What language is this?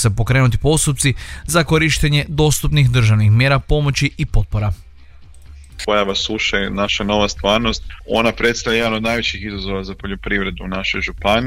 Croatian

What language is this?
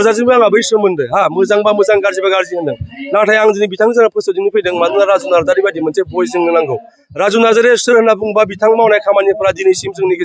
Bodo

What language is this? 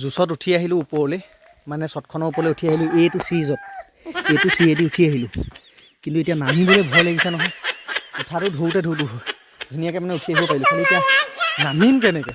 Assamese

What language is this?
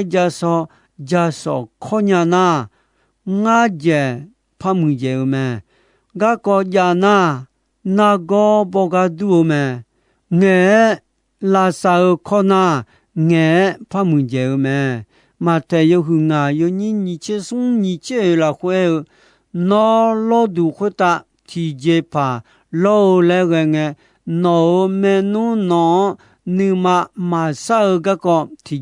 Akha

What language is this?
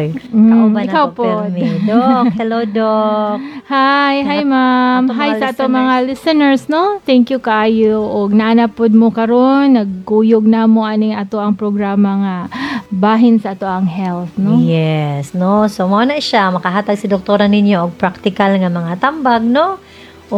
Cebuano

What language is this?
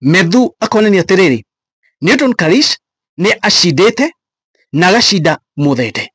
Kikuyu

